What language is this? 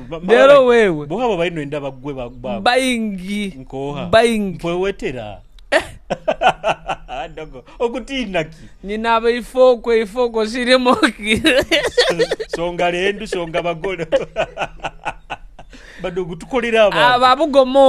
Nyoro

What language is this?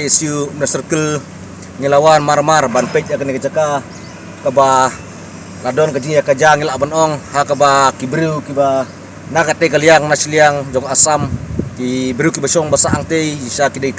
Khasi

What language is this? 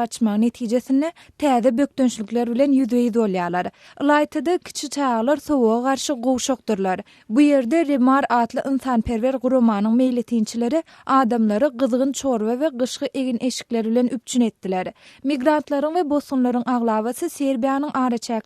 Turkmen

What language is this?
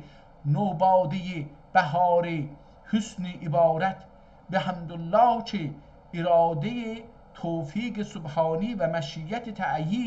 South Azerbaijani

